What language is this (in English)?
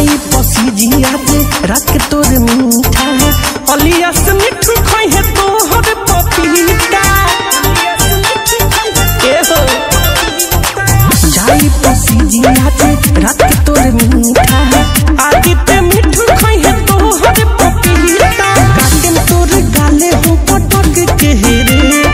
Bhojpuri